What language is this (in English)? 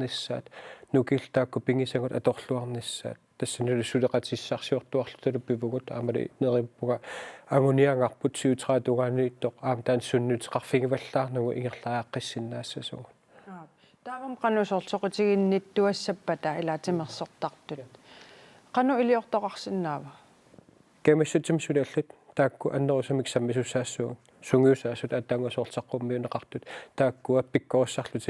Kalaallisut